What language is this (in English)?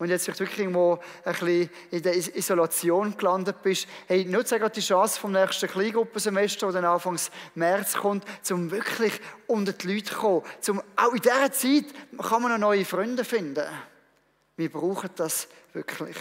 Swiss German